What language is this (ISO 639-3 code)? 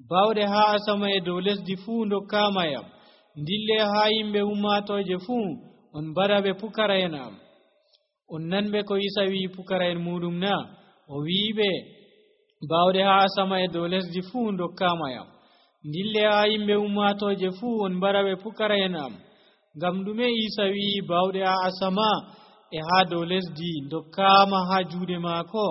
fuv